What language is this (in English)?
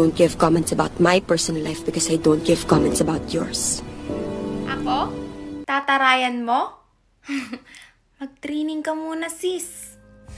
Filipino